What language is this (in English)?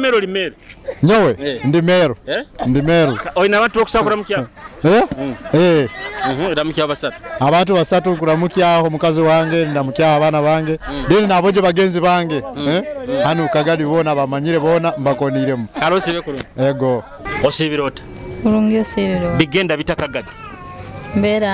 Nyoro